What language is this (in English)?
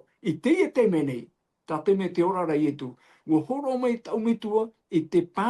Tahitian